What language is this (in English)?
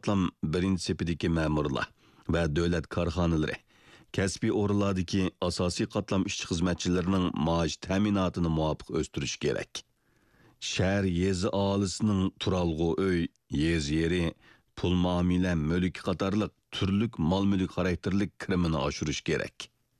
Uyghur